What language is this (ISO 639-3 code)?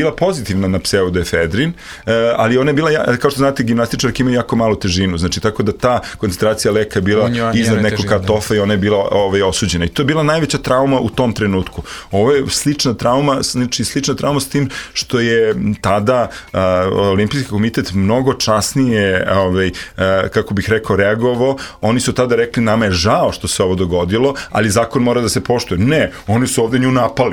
srp